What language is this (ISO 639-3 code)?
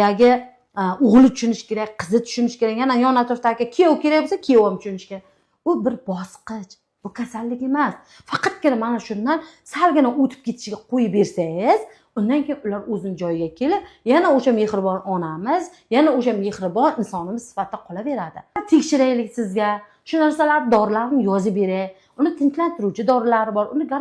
uzb